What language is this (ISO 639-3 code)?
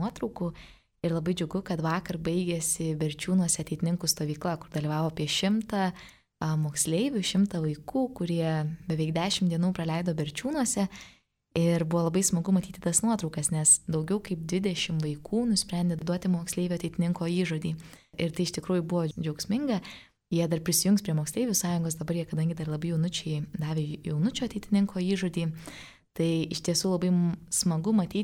lit